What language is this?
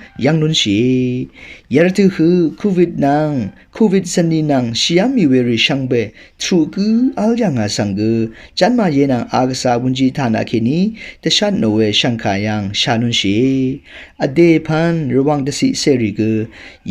Rawang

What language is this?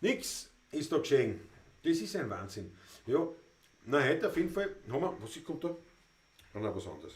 Bavarian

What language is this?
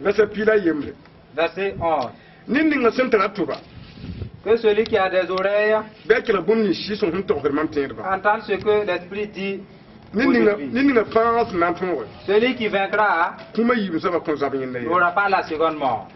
Mossi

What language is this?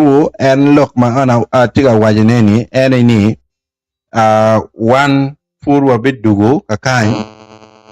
Acoli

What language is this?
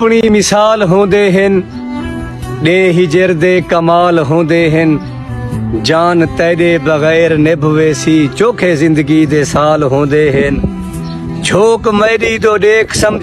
Saraiki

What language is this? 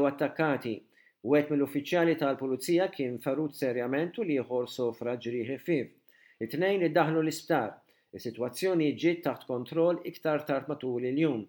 Maltese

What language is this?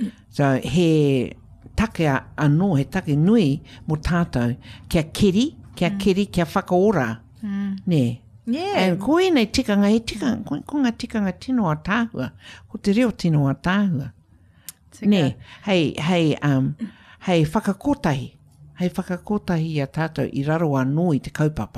Māori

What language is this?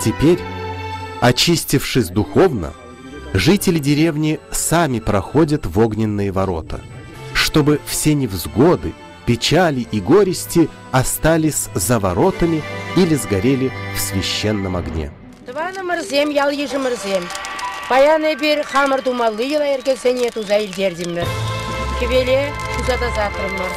Chuvash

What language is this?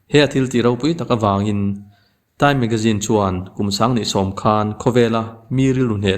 Mizo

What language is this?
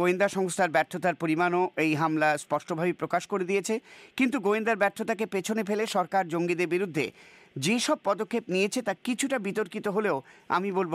Bangla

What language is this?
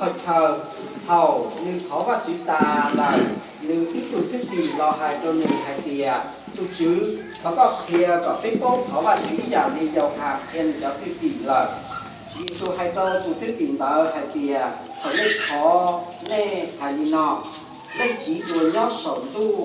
Hmong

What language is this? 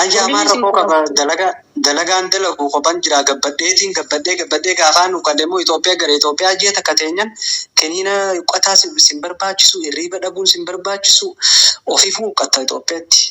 Oromo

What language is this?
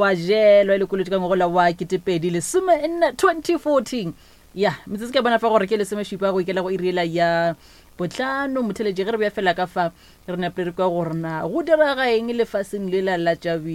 Northern Sotho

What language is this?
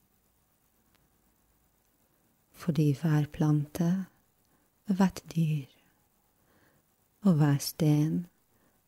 Norwegian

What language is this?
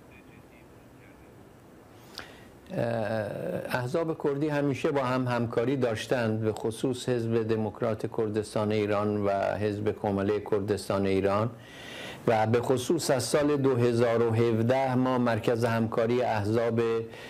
Persian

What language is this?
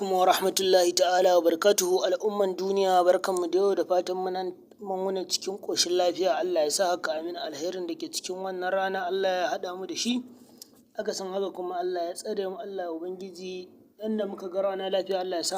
Hausa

